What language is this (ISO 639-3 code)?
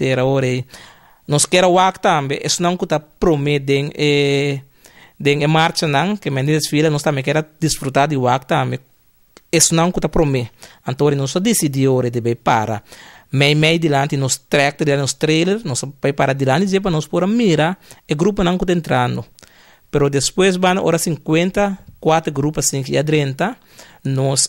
pap